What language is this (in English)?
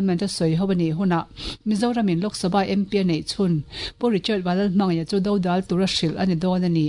Mizo